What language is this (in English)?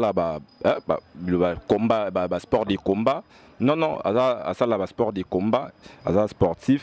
Lingala